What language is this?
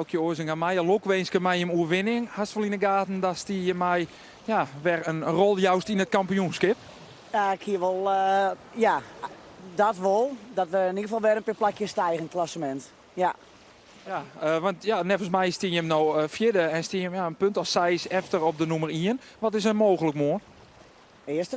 Western Frisian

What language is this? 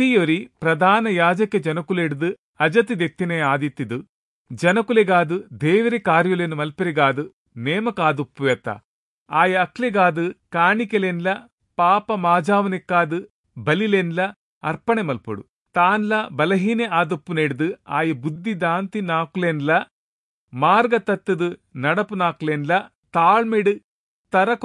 Tulu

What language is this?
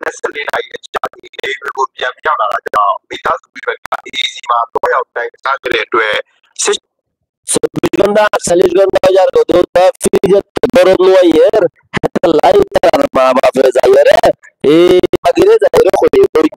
Rohingya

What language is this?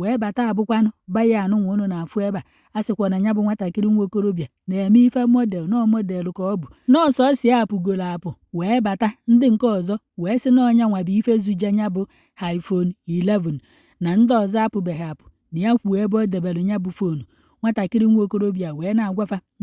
Igbo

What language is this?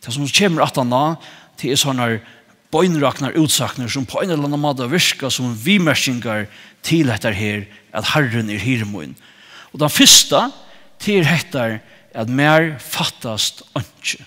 Faroese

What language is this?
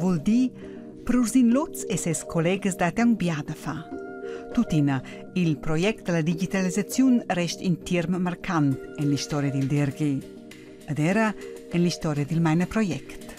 Romansh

